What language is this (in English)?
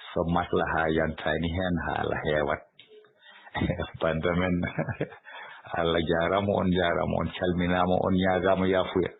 Fula